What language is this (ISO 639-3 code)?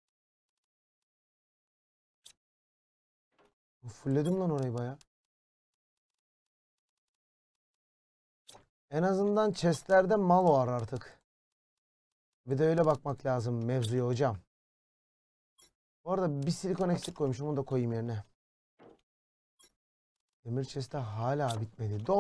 tur